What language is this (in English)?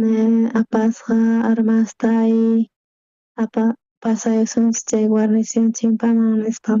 South Bolivian Quechua